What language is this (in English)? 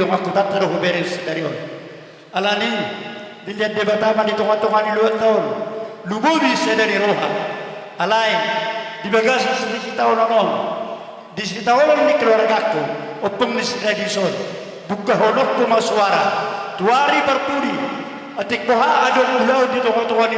Batak Toba